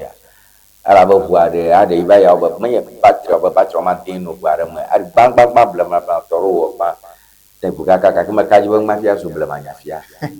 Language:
Ewe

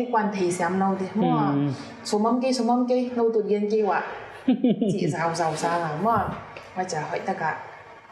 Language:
Paite Chin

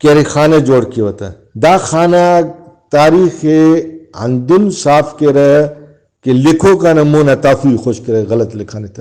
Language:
Brahui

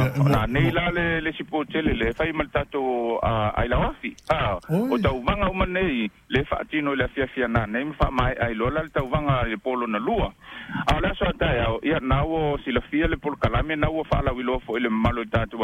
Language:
Samoan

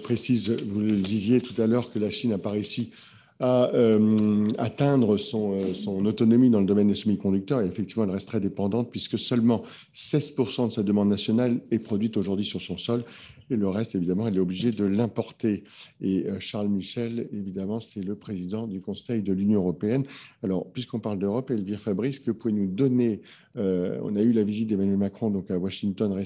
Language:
French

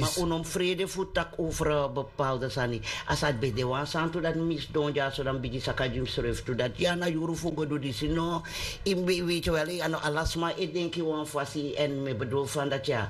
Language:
Sranan Tongo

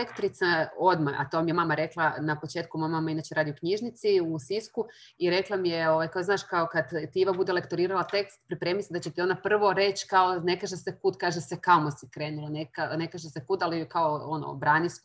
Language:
Croatian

